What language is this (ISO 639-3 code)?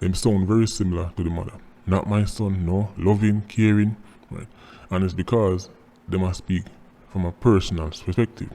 jam